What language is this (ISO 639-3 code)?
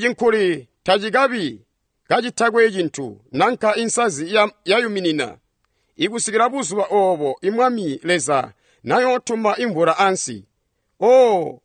toi